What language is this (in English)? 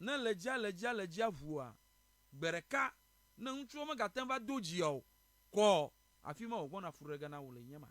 Ewe